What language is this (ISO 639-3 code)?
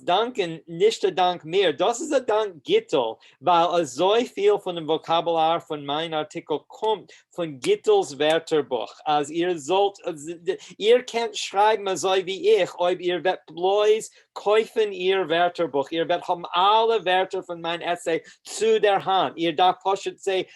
yid